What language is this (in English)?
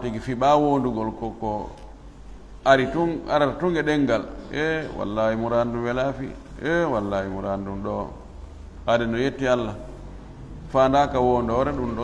Fula